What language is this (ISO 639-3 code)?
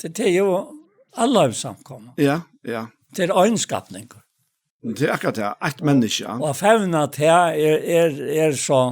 fao